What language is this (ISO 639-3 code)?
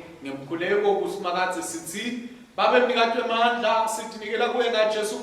ssw